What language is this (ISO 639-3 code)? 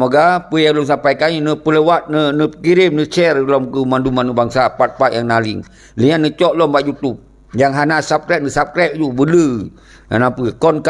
ace